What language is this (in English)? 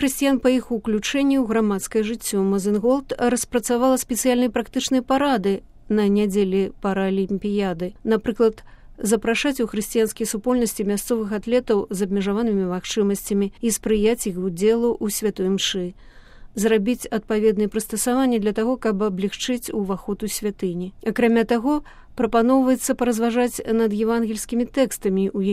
Belarusian